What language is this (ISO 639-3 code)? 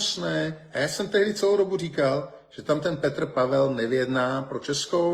ces